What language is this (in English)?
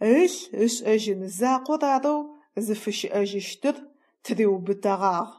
Adyghe